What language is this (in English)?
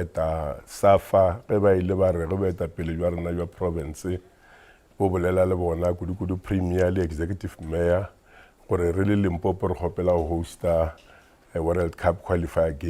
Northern Sotho